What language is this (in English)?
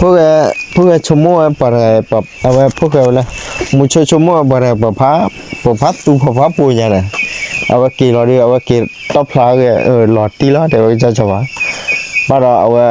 S'gaw Karen